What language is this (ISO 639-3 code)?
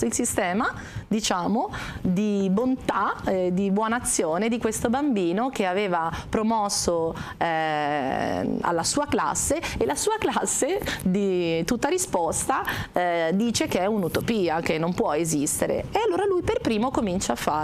ita